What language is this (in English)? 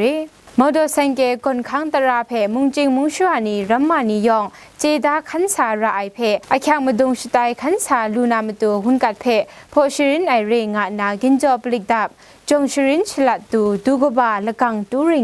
Kachin